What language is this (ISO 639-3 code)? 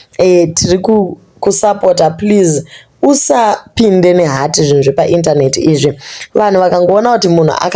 sna